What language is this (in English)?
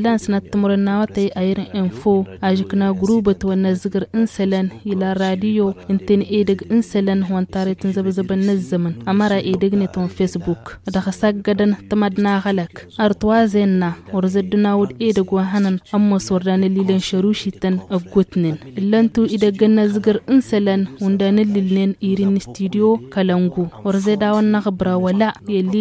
Tamasheq